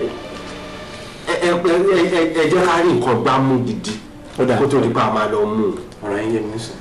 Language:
Yoruba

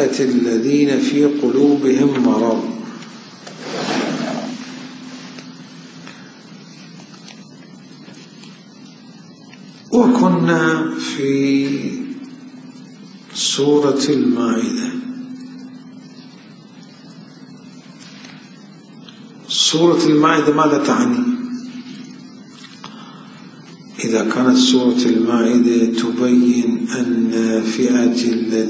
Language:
Arabic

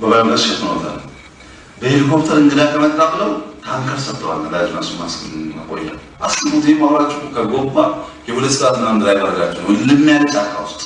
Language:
Amharic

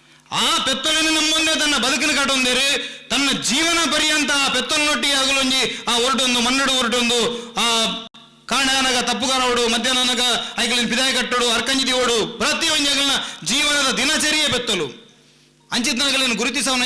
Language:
Tulu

